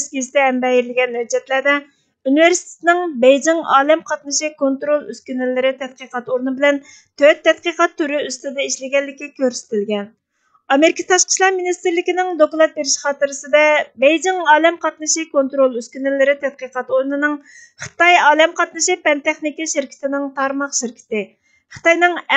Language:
Uyghur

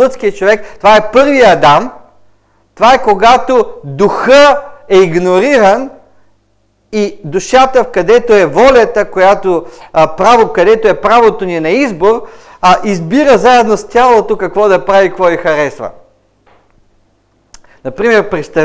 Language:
Bulgarian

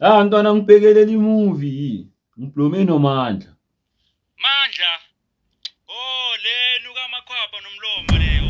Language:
Zulu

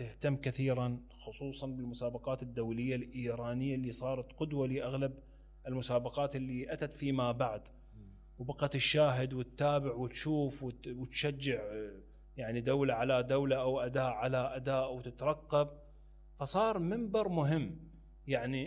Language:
Mesopotamian Arabic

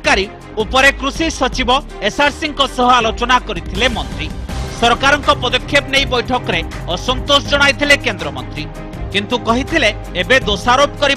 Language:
Odia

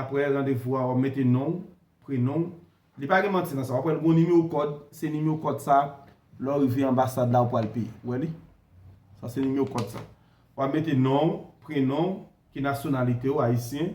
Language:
Haitian Creole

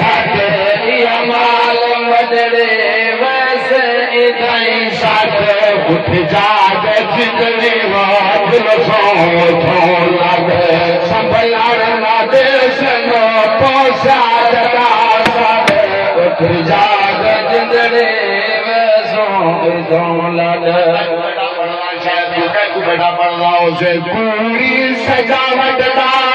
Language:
Saraiki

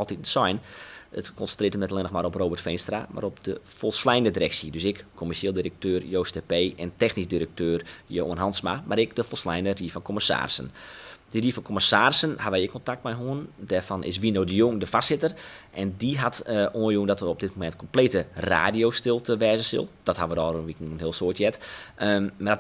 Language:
Western Frisian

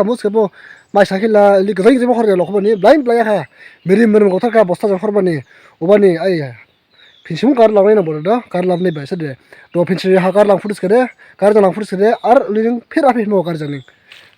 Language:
Dimasa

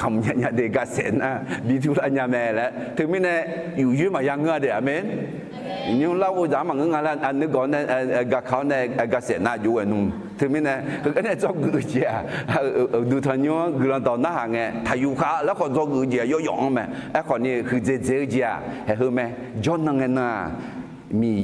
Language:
Akha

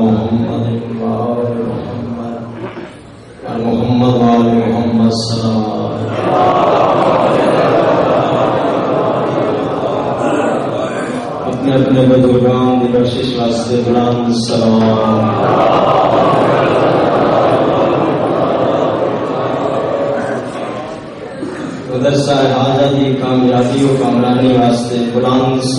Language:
Urdu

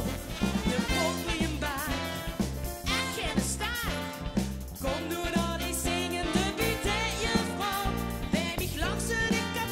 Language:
Limburgish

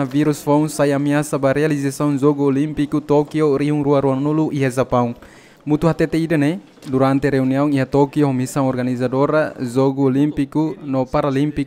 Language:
Tetum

